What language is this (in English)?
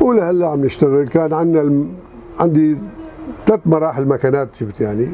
North Levantine Arabic